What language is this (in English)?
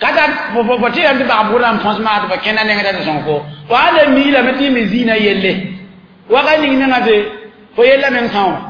Mossi